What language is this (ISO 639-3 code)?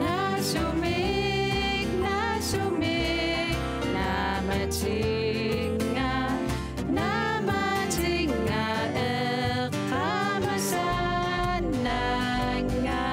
kal